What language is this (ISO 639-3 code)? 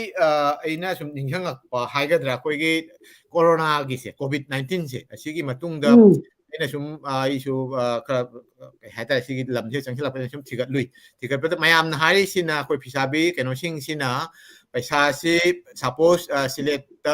mni